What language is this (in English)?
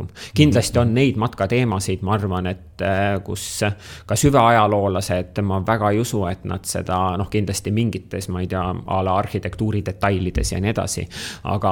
Estonian